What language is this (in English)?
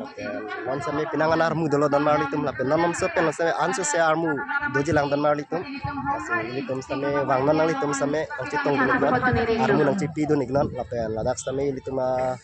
Karbi